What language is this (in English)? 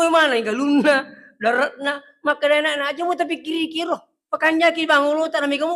Buginese